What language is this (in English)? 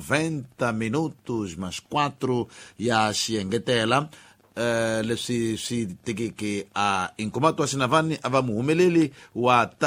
Tsonga